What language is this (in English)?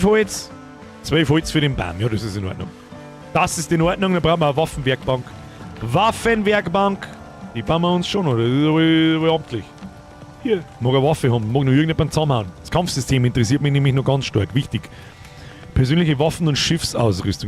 Bavarian